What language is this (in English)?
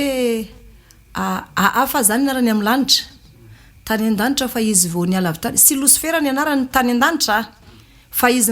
Malagasy